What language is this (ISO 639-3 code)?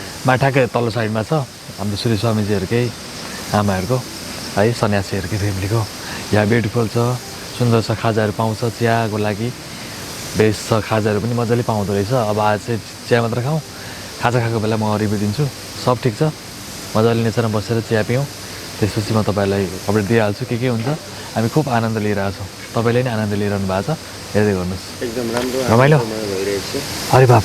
nep